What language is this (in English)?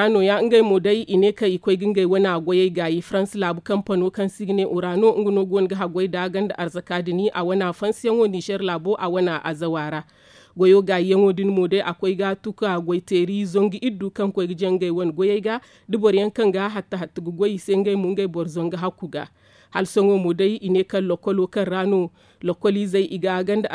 Zarma